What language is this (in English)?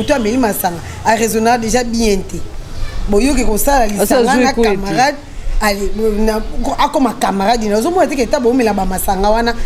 Lingala